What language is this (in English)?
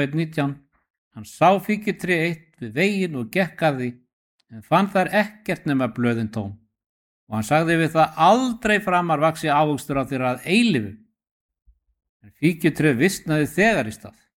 Icelandic